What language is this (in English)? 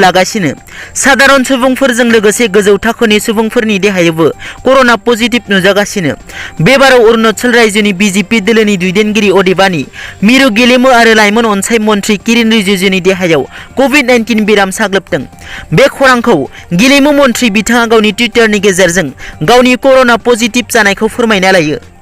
Bodo